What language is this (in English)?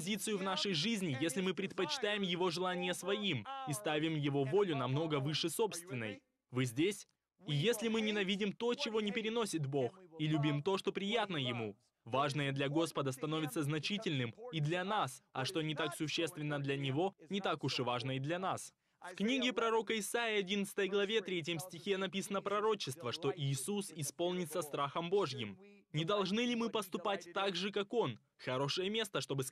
Russian